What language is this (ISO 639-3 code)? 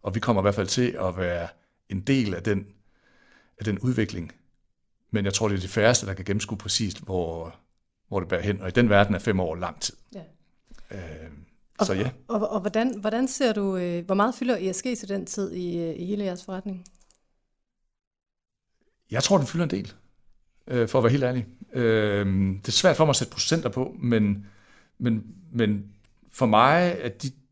dan